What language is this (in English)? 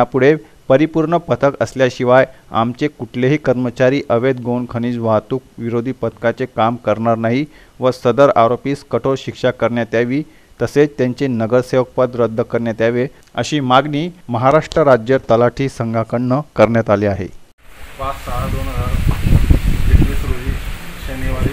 Marathi